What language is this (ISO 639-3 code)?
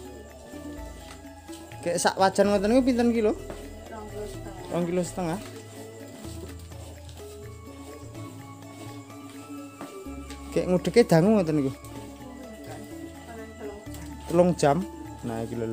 jav